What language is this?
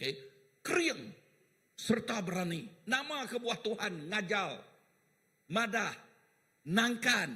Iban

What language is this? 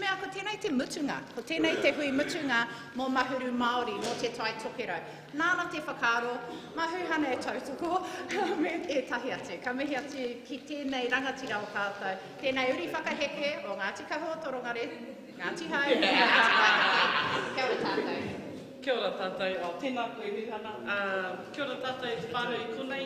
Māori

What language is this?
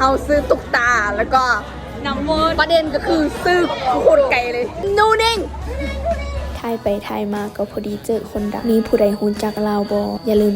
Lao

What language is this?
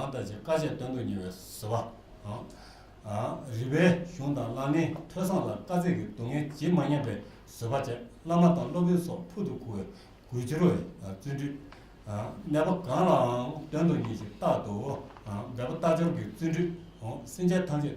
Tibetan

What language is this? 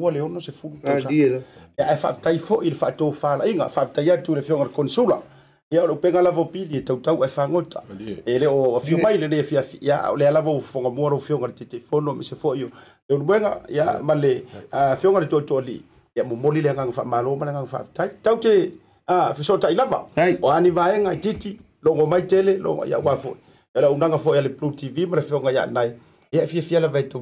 Samoan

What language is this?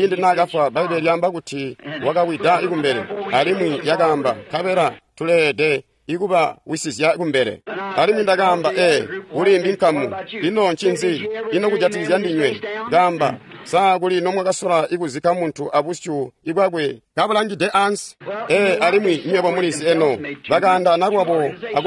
Tonga (Zambia)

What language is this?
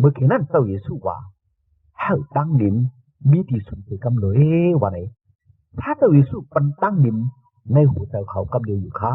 Shan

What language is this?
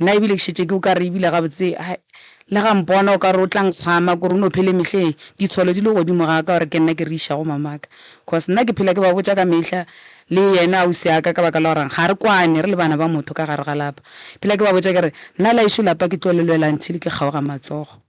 Northern Sotho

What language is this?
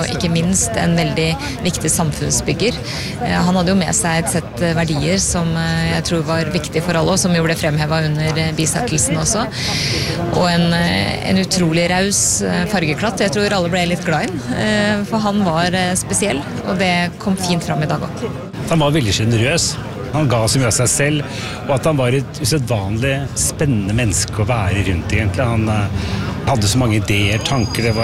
Norwegian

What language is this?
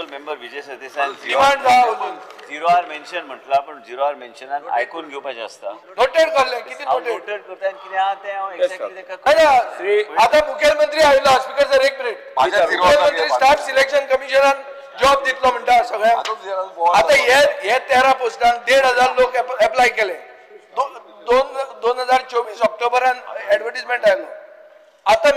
Konkani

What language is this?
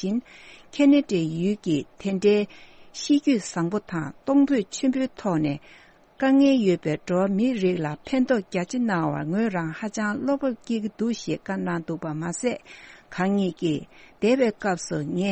Tibetan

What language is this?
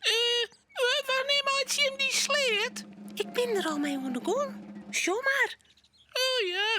Western Frisian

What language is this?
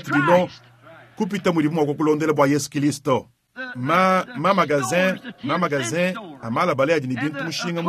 Luba-Lulua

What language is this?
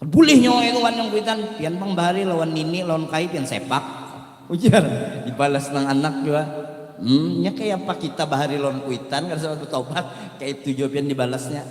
Banjar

